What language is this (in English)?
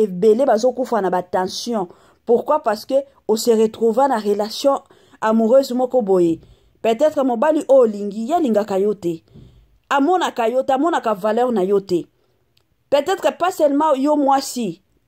Lingala